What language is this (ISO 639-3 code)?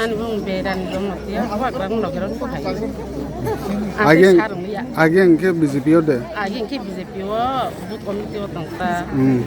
trp